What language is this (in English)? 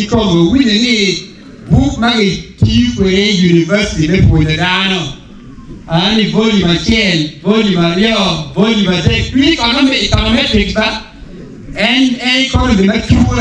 Acoli